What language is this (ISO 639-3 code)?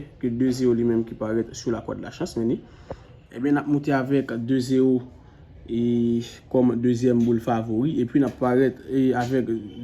hat